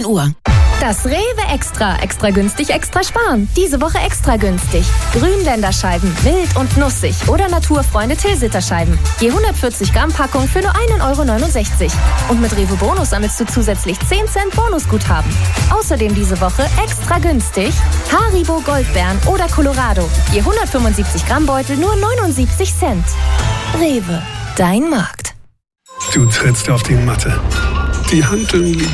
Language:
German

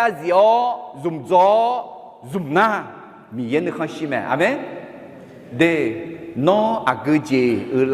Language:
Akha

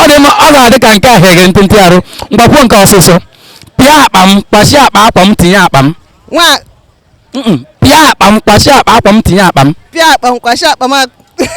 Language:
Igbo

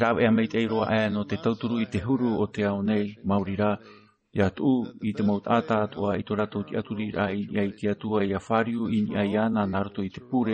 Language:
Tahitian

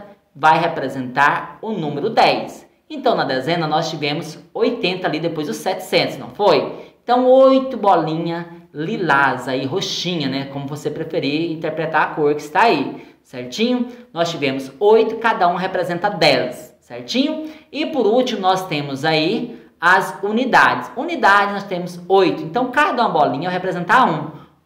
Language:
Portuguese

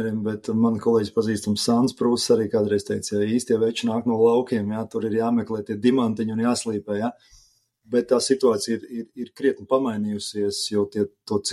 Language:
Latvian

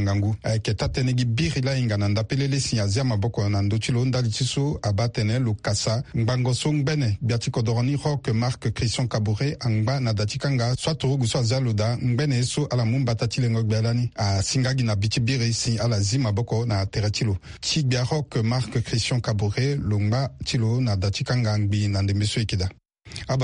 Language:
Sango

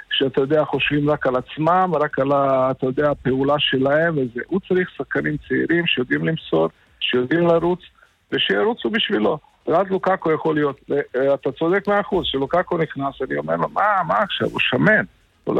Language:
Hebrew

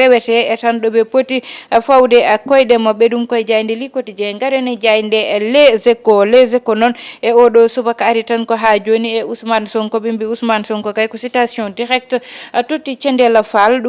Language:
Fula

